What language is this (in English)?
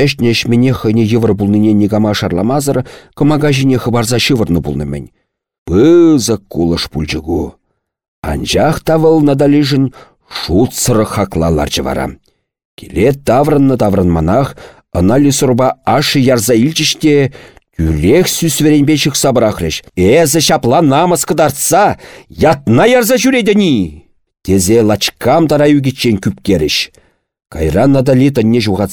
Chuvash